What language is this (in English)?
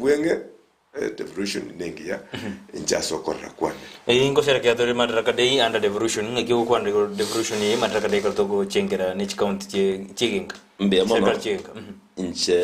Gusii